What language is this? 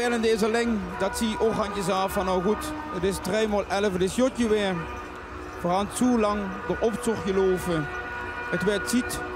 Limburgish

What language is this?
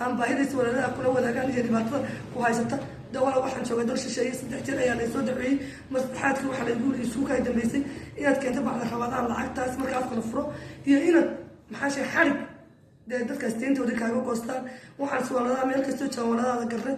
Somali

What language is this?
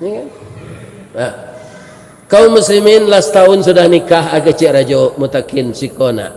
Minangkabau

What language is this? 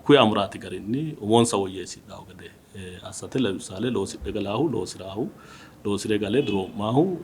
Sidamo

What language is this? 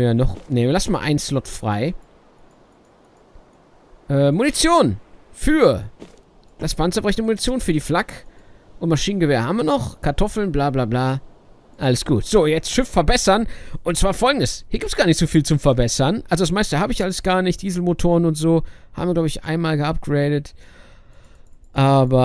German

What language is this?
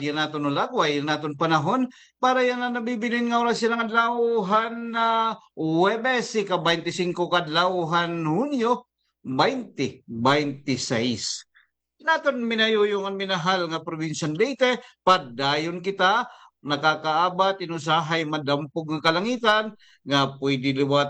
Waray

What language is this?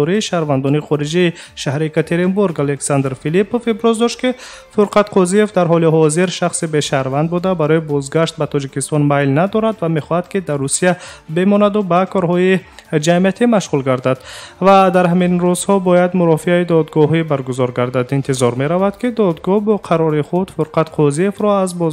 Tajik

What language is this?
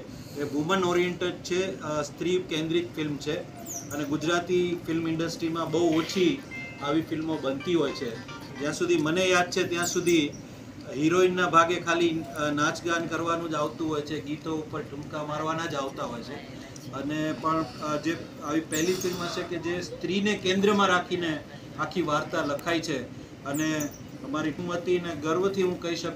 Gujarati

